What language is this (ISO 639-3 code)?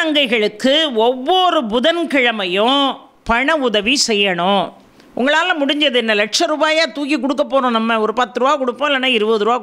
tam